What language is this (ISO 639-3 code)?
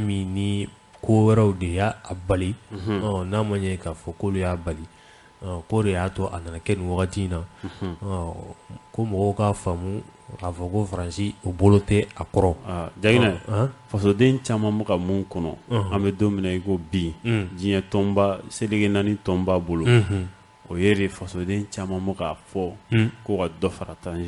bam